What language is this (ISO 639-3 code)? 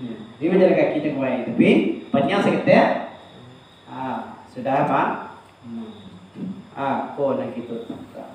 min